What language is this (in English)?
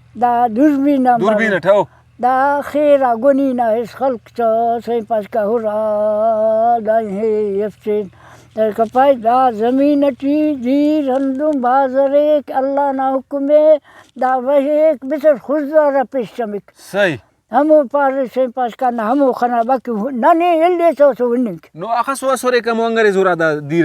Brahui